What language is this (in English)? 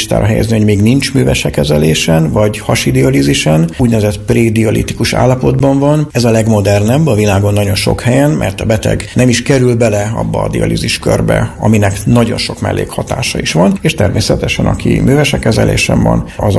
Hungarian